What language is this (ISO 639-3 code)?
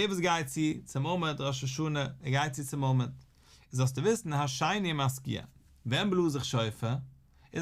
yid